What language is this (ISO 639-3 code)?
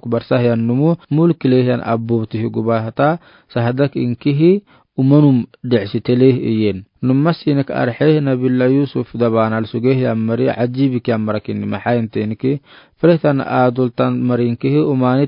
aar